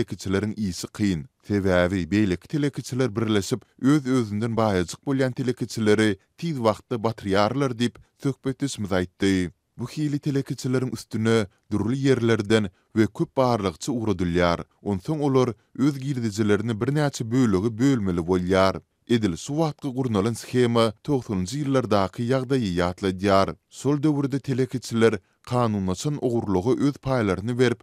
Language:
Turkmen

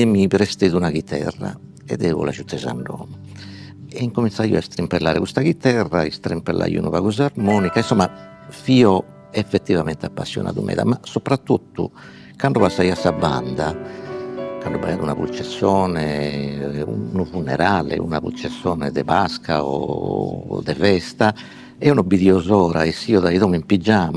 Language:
Sardinian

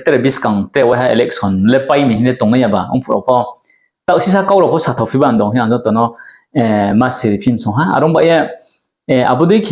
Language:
Riang (India)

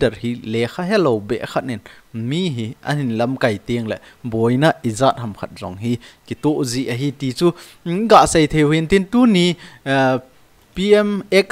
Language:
Thado Chin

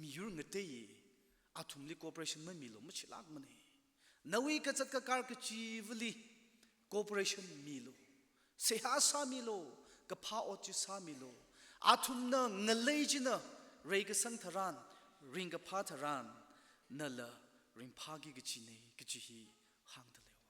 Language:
Tangkhul Naga (India)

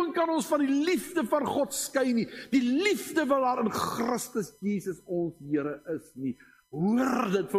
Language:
Afrikaans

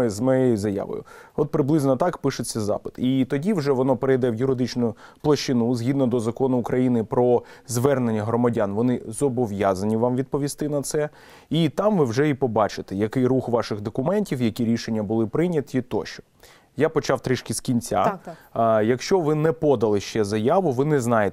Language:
Ukrainian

